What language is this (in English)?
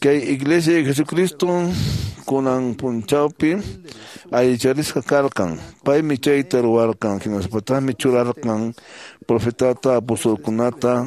Quechua